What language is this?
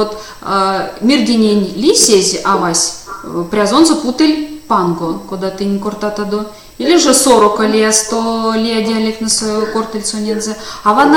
Erzya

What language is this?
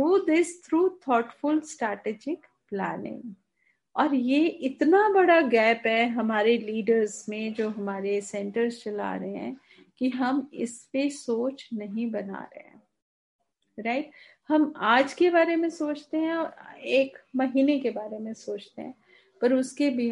Hindi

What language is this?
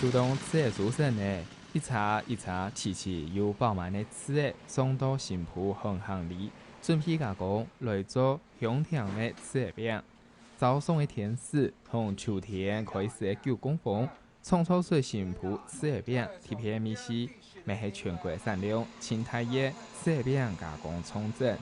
Hakka Chinese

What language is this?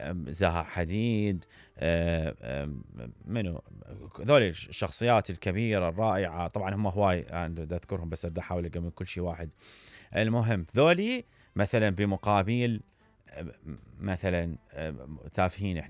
Mesopotamian Arabic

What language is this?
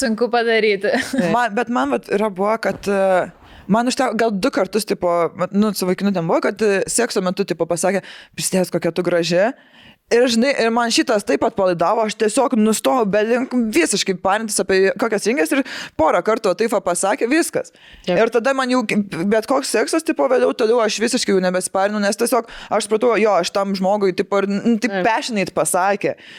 Lithuanian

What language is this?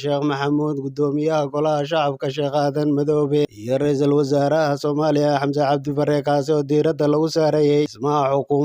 Somali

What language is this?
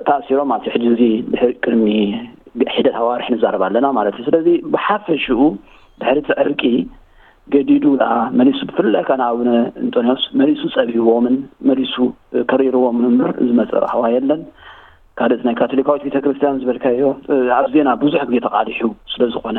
Tigrinya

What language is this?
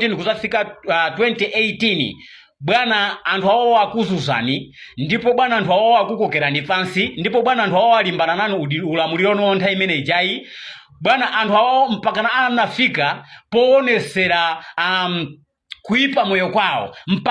Nyanja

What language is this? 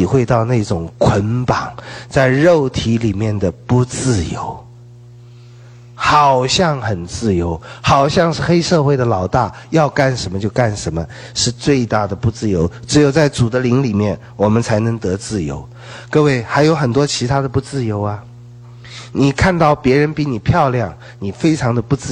Chinese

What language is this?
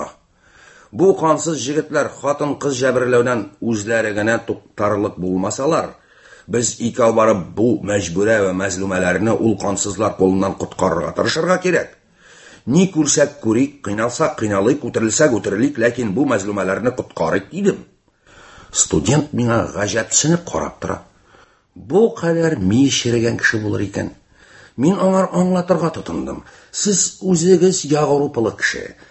Tatar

